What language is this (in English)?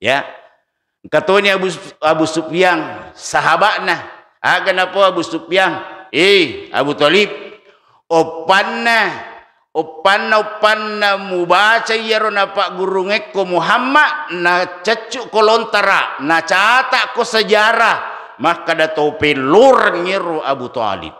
Buginese